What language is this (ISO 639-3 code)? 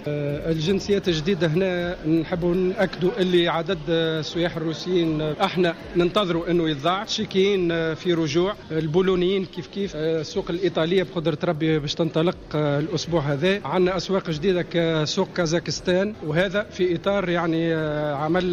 aeb